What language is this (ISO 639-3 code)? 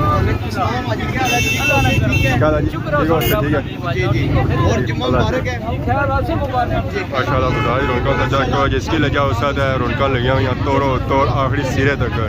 phr